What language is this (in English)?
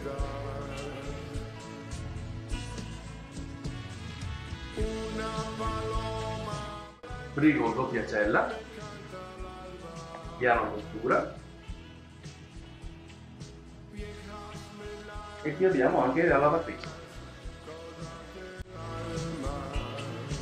Italian